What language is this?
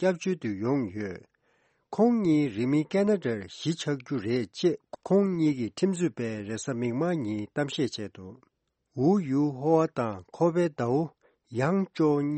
Tibetan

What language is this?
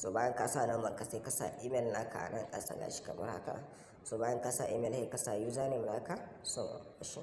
Hausa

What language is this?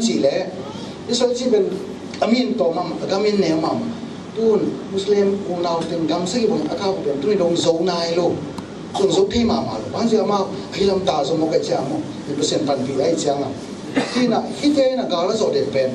Tedim Chin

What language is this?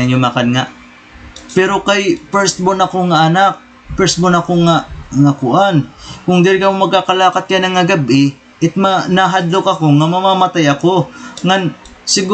Waray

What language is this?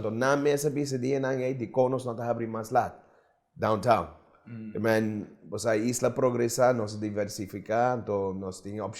Papiamento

